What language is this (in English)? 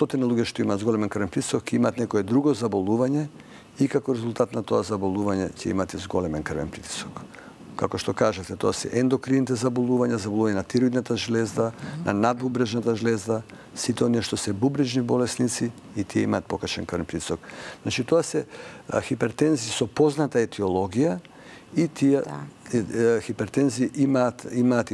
Macedonian